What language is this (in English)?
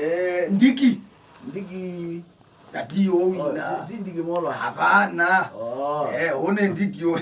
Kamba